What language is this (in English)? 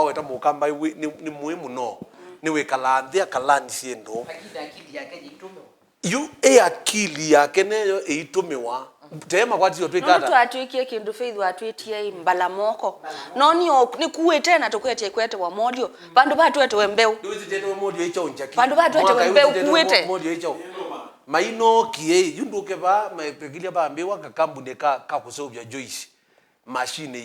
Kamba